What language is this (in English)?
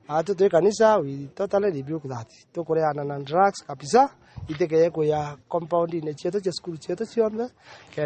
Meru